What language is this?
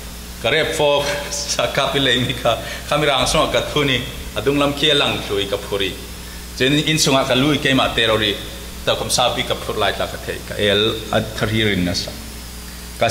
Falam Chin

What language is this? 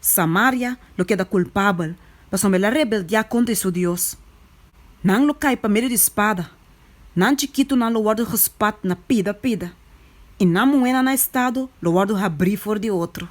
Papiamento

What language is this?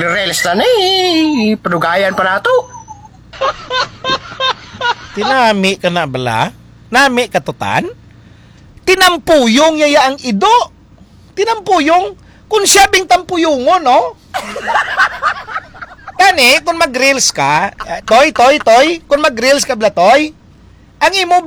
Hiligaynon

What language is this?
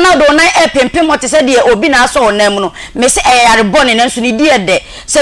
Akan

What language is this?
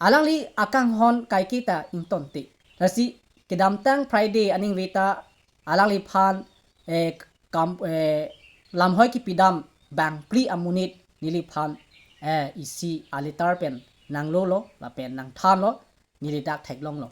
Karbi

